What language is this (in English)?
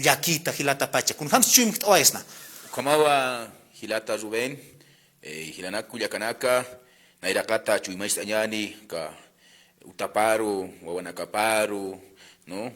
Aymara